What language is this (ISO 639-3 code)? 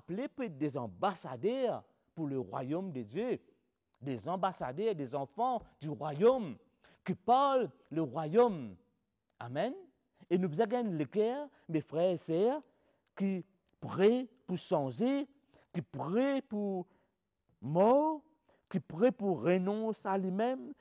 mfe